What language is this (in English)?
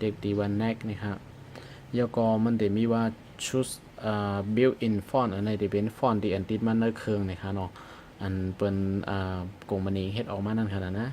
Shan